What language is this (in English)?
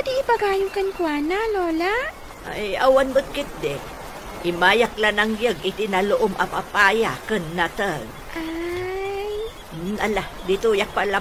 Iloko